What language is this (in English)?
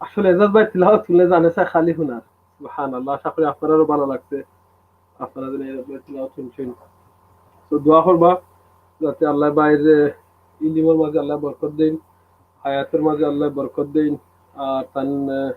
Sylheti